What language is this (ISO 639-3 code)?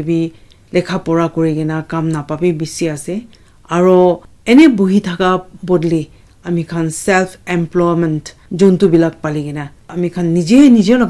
nag